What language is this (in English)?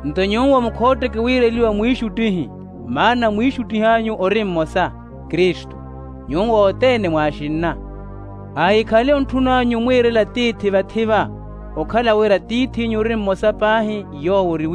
Makhuwa